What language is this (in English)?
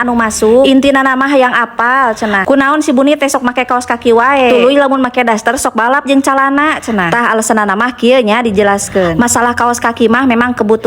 Sundanese